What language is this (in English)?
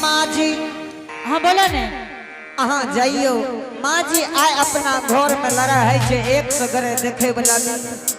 Angika